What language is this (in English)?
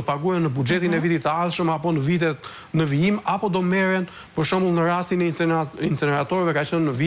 Albanian